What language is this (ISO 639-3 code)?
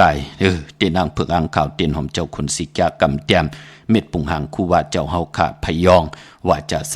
shn